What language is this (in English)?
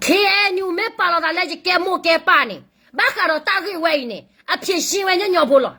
S'gaw Karen